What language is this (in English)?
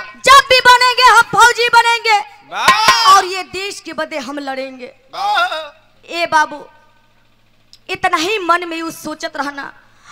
Bhojpuri